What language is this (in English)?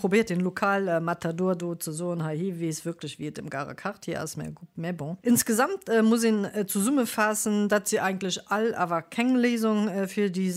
Luxembourgish